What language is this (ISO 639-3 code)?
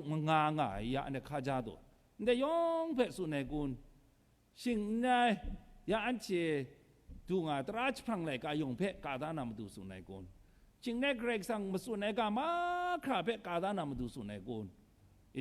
kac